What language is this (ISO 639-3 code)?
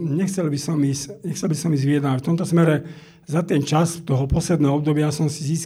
slk